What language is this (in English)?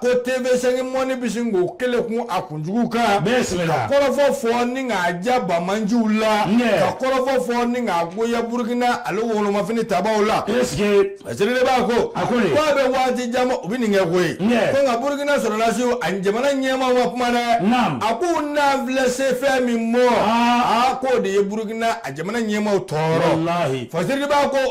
Bambara